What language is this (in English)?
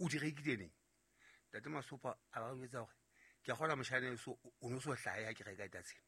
Southern Sotho